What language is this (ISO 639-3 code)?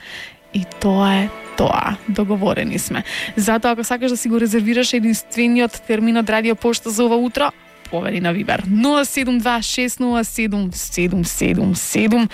mkd